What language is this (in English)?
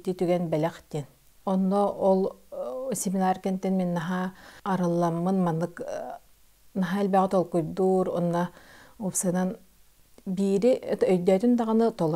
Yakut